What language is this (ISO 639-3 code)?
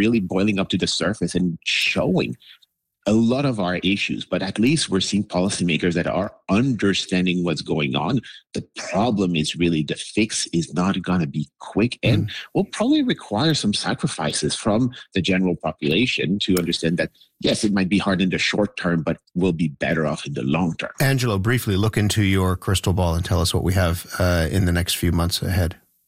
eng